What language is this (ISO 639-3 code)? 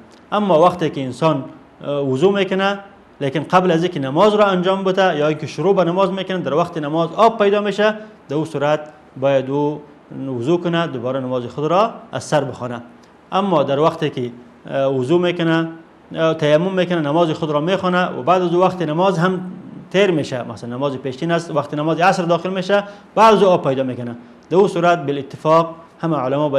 fas